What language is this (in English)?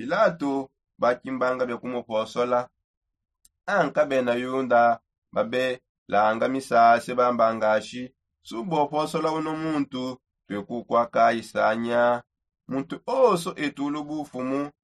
Songe